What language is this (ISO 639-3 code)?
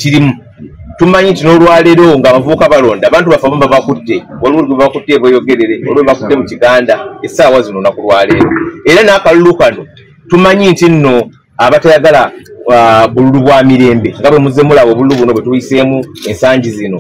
lug